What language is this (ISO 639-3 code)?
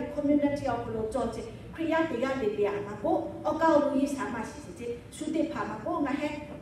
lhu